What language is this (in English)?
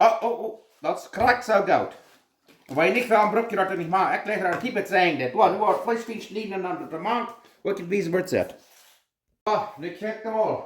Plautdietsch